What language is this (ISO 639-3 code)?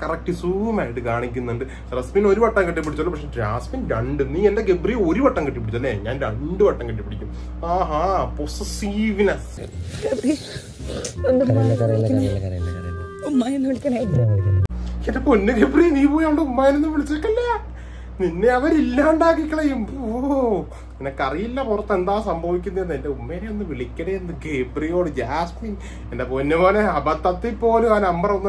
mal